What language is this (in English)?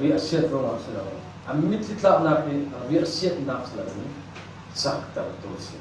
Falam Chin